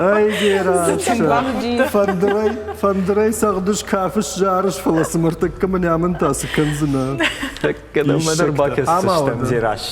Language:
Ossetic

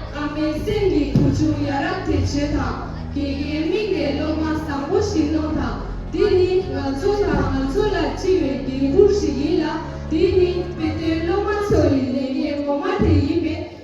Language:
Tibetan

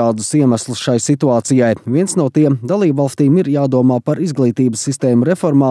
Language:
Latvian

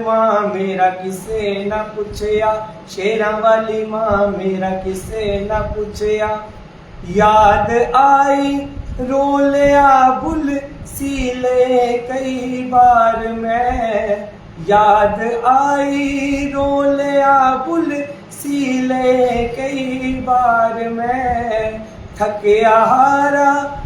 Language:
Dogri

